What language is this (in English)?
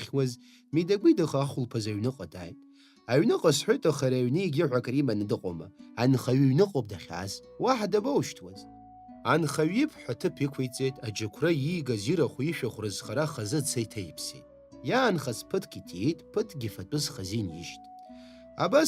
Abkhazian